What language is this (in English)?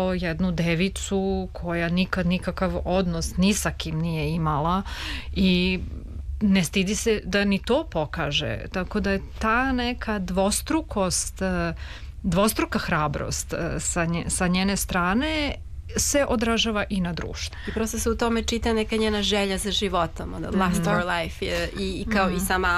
Serbian